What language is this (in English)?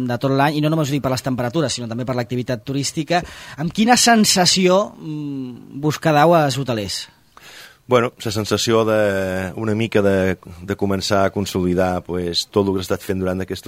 Catalan